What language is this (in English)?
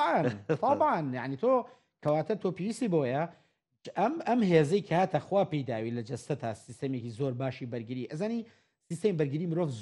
Central Kurdish